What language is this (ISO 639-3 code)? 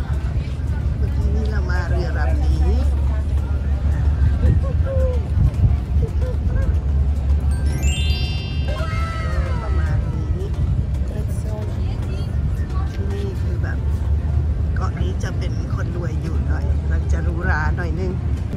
tha